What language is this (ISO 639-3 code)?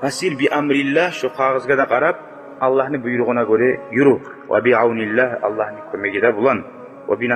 kum